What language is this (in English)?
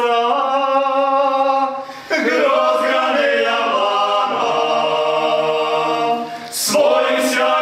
Serbian